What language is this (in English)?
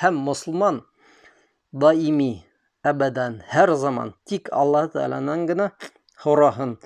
Bashkir